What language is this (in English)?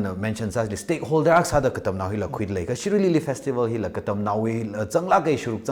Tangkhul Naga (India)